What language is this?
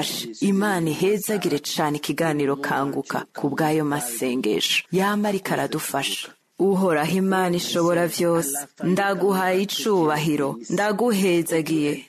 Rundi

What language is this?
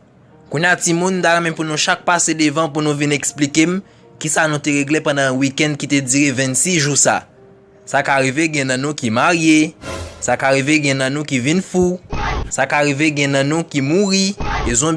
Haitian Creole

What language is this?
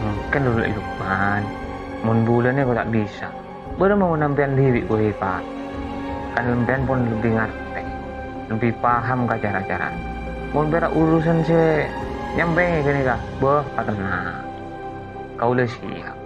Madurese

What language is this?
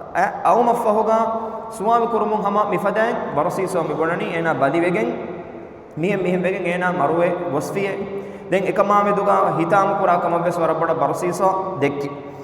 Divehi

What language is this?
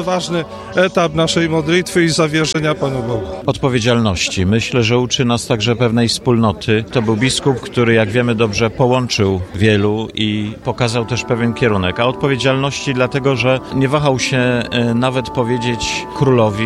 Polish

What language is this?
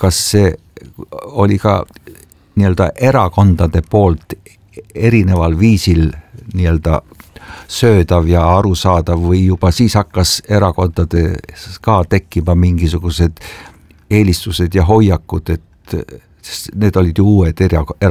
Estonian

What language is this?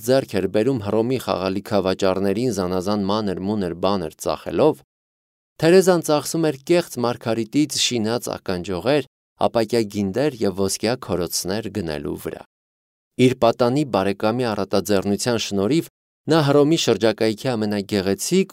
Armenian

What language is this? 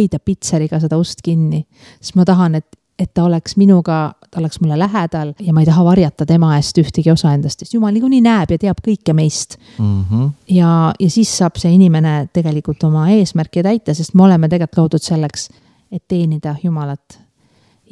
Estonian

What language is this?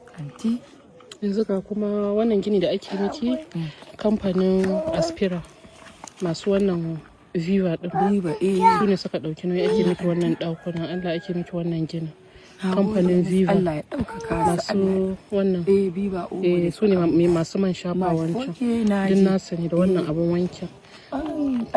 Hausa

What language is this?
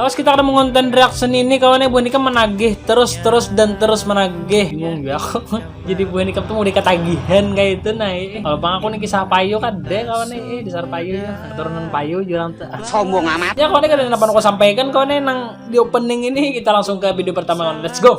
Banjar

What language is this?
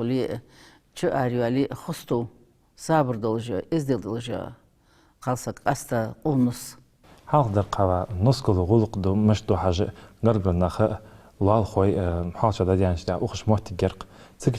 Ingush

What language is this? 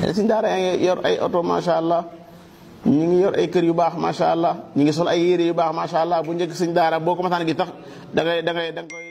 Wolof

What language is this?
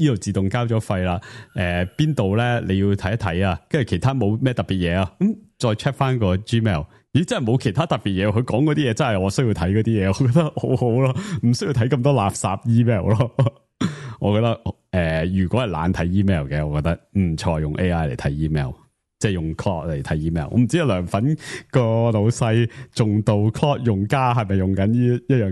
Cantonese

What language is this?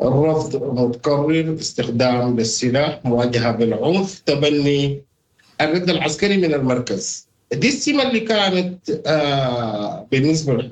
Sudanese Arabic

